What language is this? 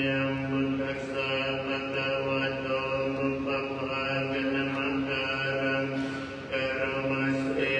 Pali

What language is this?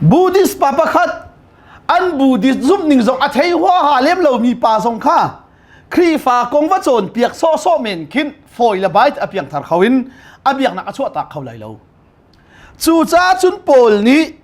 Hakha Chin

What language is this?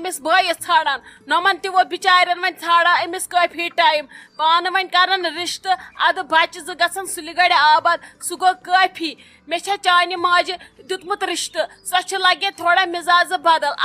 Kashmiri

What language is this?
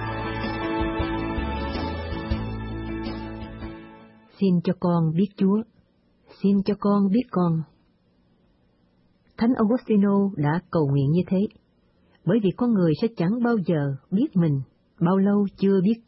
Vietnamese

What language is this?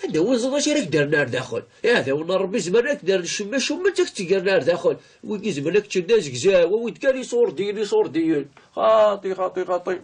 Kabyle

